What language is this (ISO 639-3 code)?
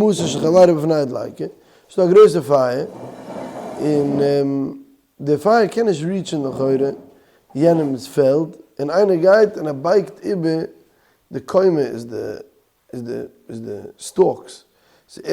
yid